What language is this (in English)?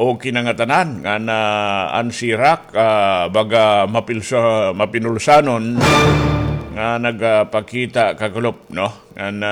Waray